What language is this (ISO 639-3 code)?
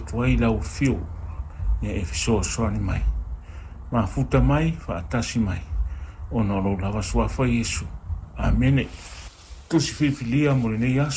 smo